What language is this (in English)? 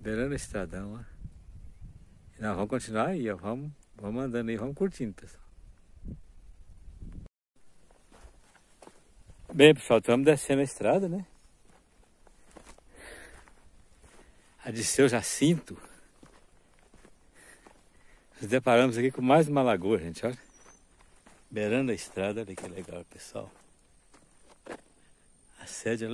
Portuguese